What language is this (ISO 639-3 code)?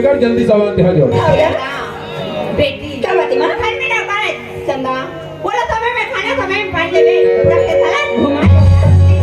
hne